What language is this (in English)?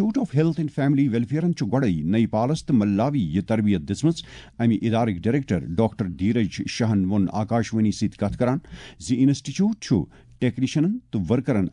Kashmiri